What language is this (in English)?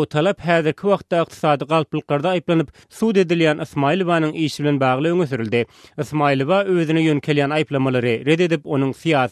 Turkmen